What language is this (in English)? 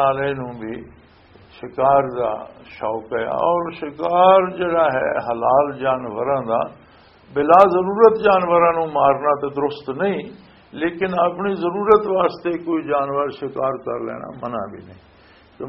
Western Panjabi